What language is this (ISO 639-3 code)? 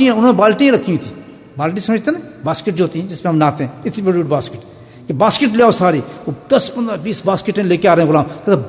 urd